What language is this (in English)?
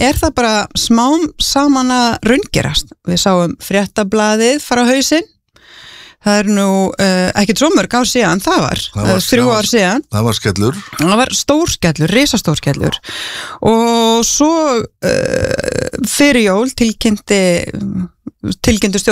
Icelandic